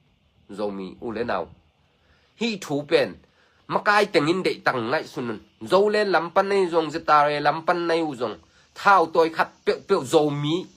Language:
Tedim Chin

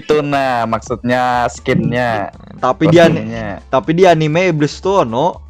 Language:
Banjar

